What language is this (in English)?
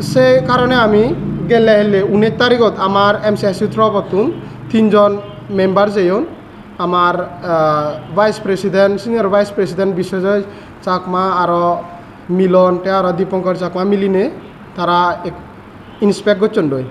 Chakma